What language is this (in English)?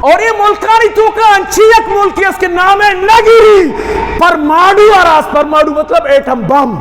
Eastern Balochi